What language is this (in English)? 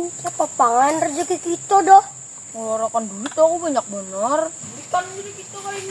Banjar